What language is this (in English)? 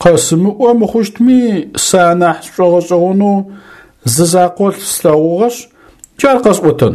Adyghe